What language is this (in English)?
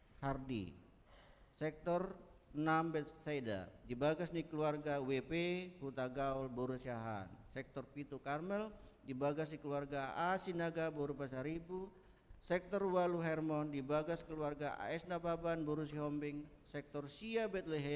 Batak Toba